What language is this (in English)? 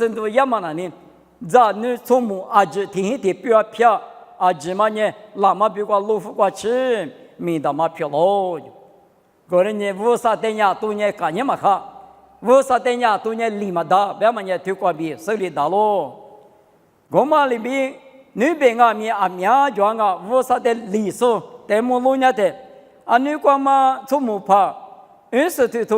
Lisu